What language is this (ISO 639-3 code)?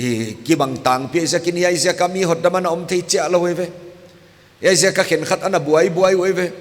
pck